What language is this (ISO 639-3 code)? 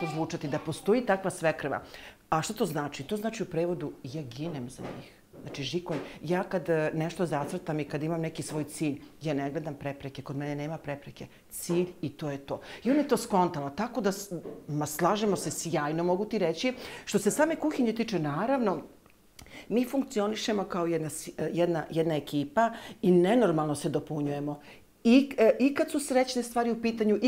srp